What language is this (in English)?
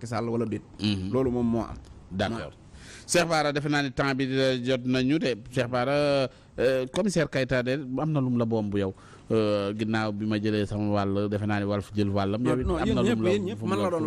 Wolof